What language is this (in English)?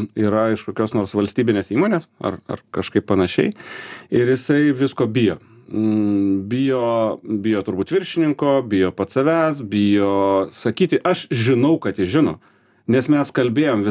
Lithuanian